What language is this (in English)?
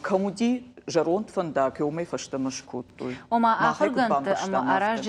Ossetic